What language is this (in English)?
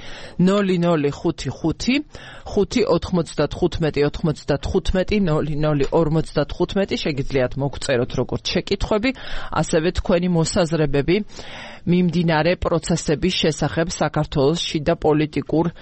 Georgian